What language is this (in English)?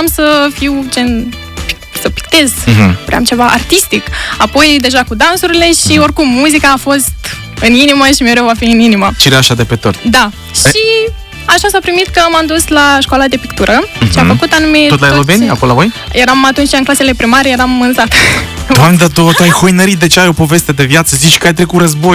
Romanian